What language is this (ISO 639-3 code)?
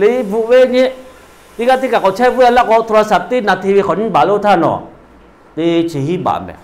lhu